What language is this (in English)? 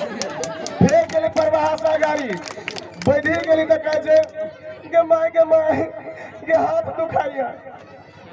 Maithili